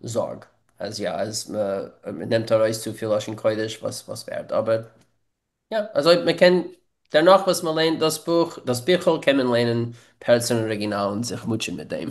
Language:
Yiddish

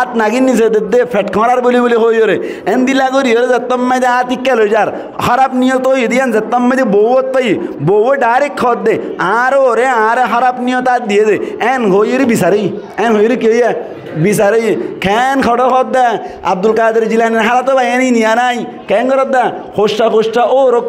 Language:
Rohingya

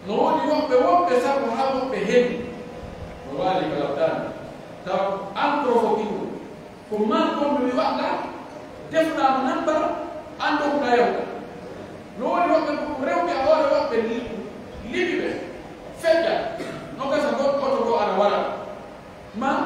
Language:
Pular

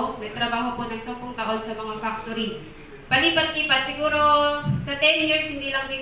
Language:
Filipino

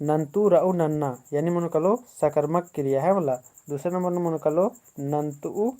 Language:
Kurukh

